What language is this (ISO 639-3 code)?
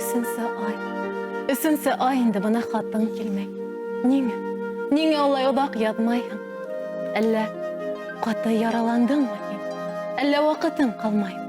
bak